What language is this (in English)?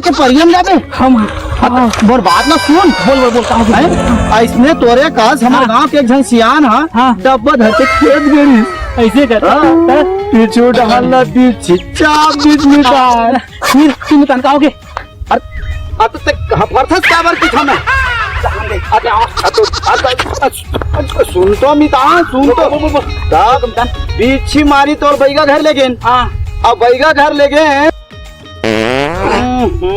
Chhattisgarhi